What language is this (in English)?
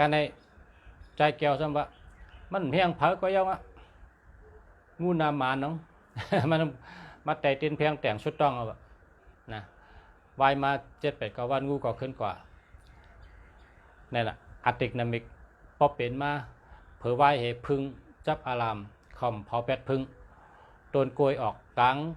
Shan